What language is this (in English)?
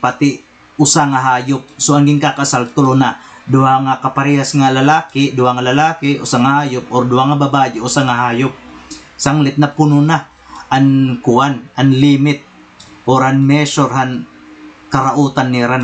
Waray